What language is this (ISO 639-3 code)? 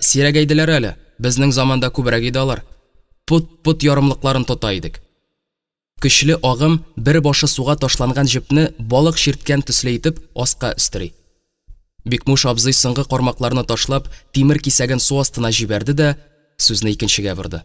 tat